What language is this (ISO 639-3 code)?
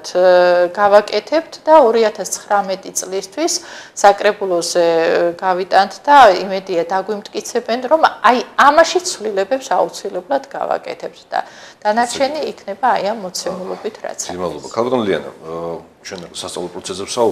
kat